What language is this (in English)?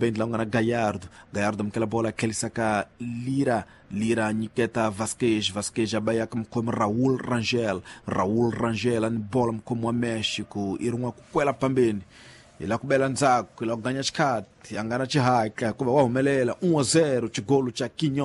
Tsonga